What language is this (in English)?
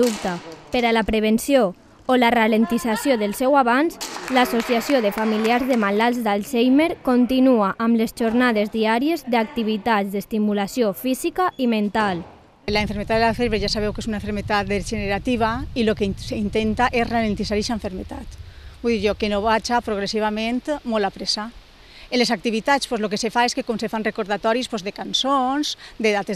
Catalan